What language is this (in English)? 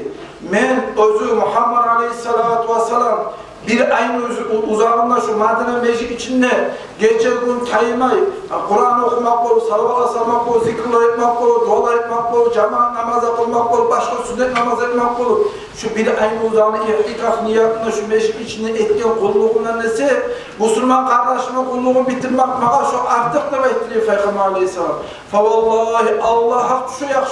Kumyk